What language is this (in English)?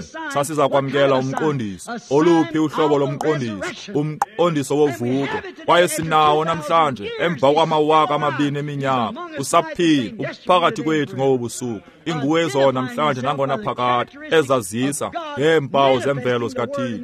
Xhosa